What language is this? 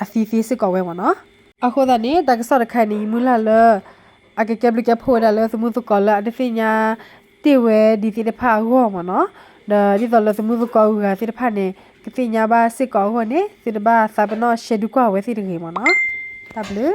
S'gaw Karen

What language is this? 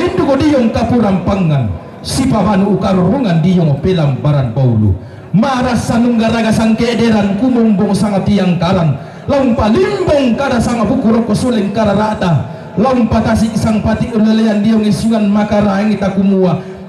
Toraja-Sa'dan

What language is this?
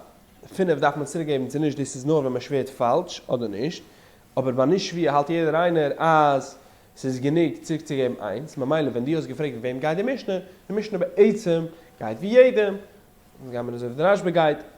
Yiddish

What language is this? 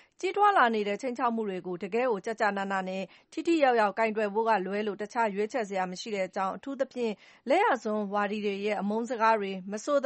Burmese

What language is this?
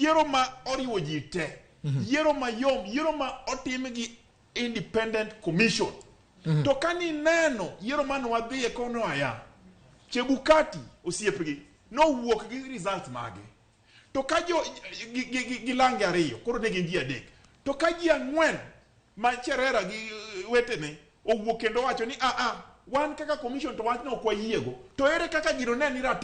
Luo (Kenya and Tanzania)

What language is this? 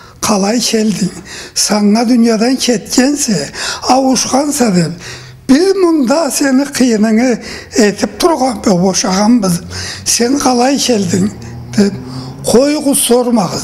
Karachay-Balkar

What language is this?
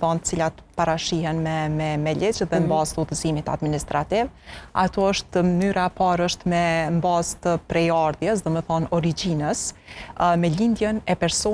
Albanian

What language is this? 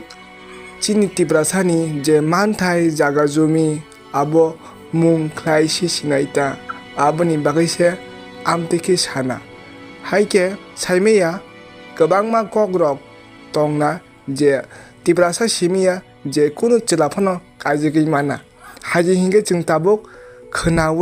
Kok Borok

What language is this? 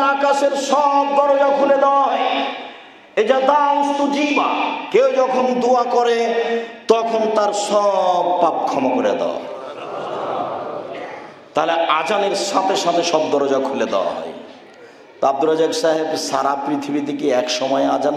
Bangla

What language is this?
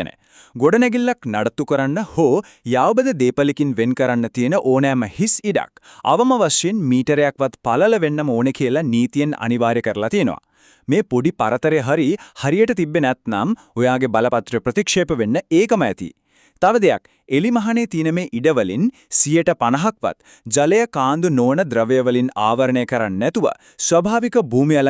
Sinhala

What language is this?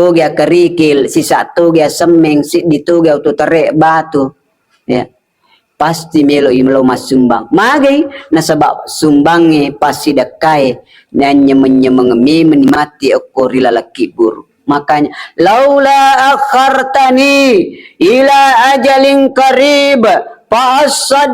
Buginese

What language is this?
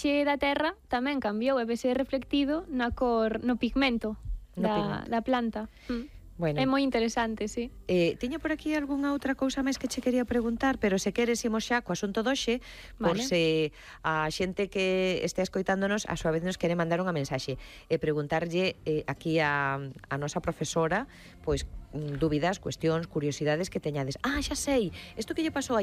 Galician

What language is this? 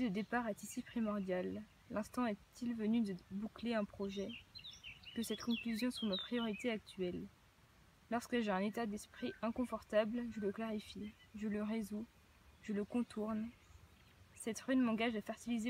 French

